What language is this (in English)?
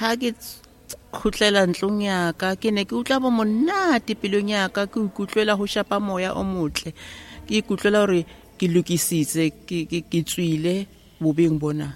Southern Sotho